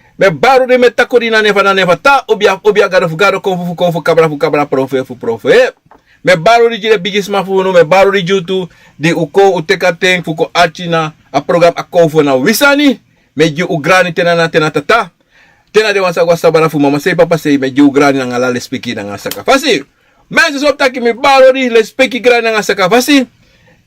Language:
Sranan Tongo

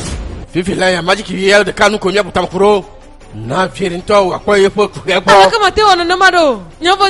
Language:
Ewe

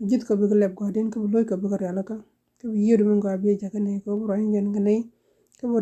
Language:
Nuer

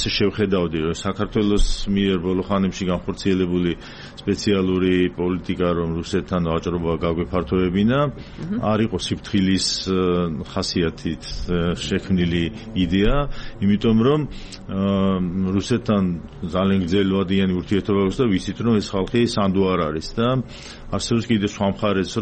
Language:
Georgian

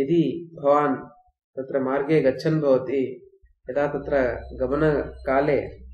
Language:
Sanskrit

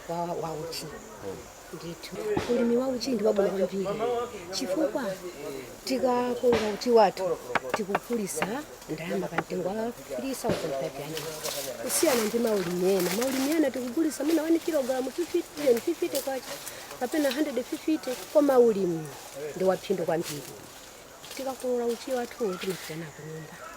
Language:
Nyanja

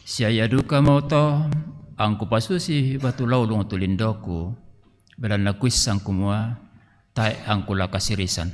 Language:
Toraja-Sa'dan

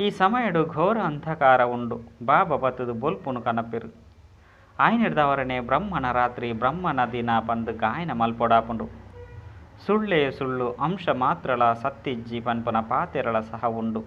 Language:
Tulu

